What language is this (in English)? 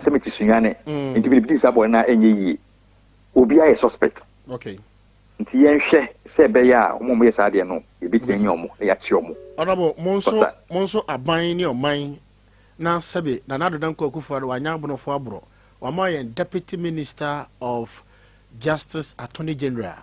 Akan